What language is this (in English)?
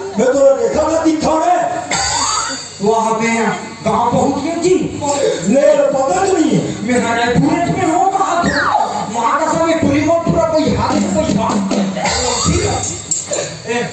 Chhattisgarhi